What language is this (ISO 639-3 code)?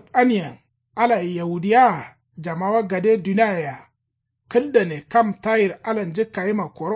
kau